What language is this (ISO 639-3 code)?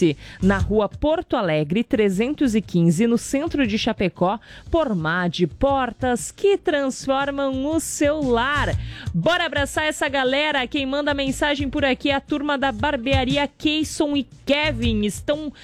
por